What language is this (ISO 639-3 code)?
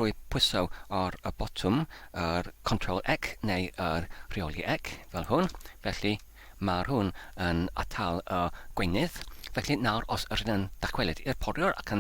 cym